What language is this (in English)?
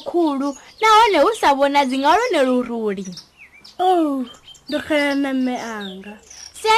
Venda